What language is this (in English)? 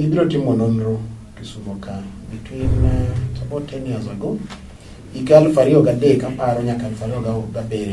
Luo (Kenya and Tanzania)